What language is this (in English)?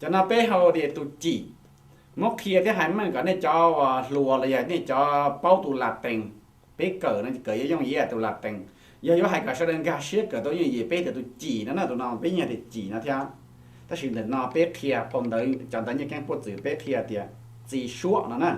Hmong